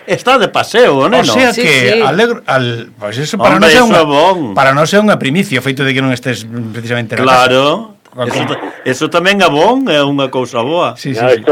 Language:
Galician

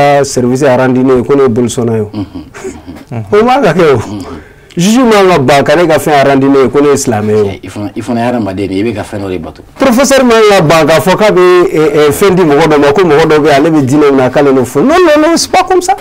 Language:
Bambara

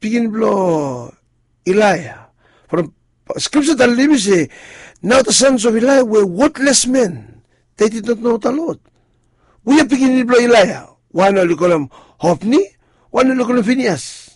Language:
Bislama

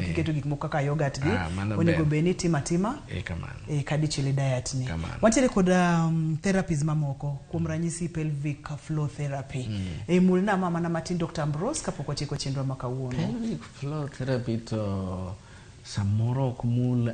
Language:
Luo (Kenya and Tanzania)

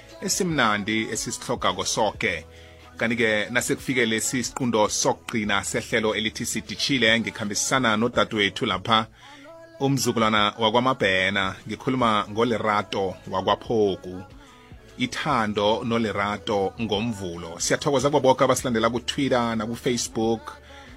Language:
South Ndebele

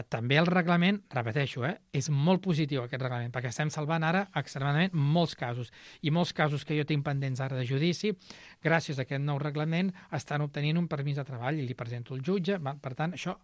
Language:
Catalan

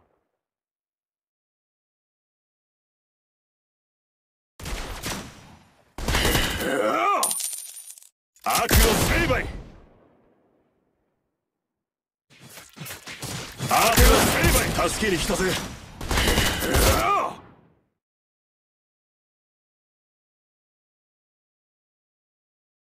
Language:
Japanese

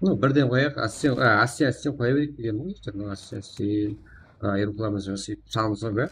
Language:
Kara-Kalpak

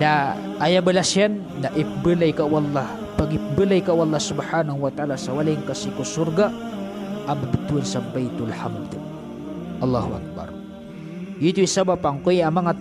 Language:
Maranao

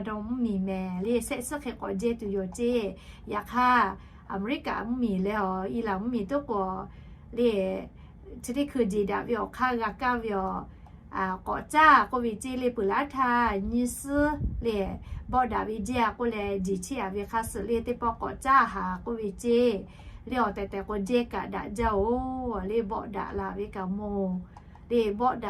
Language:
Lahu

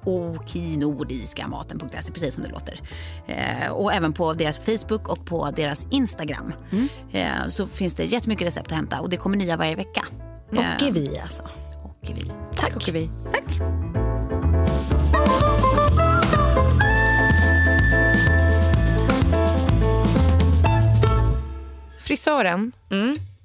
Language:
Swedish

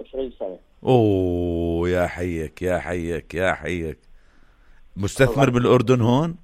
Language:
North Levantine Arabic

